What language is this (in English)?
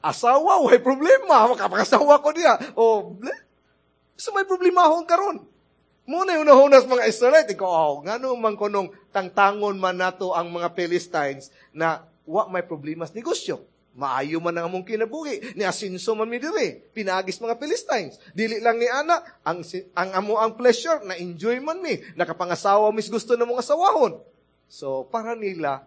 Cebuano